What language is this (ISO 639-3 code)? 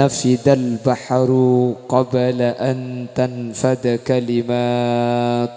mad